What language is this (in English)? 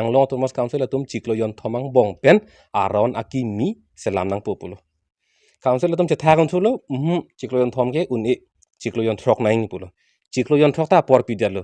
Karbi